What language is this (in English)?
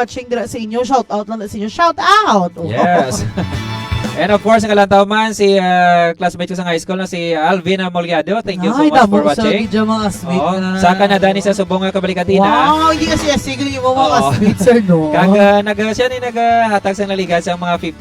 Hiligaynon